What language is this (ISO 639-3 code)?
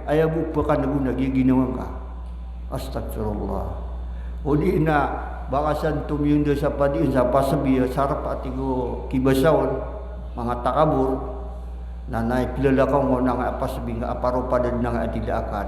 mrw